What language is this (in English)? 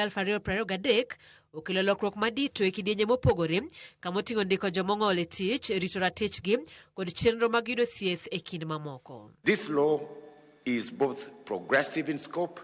Luo (Kenya and Tanzania)